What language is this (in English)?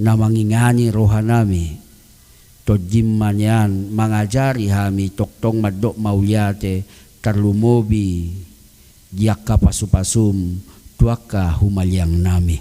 Batak Toba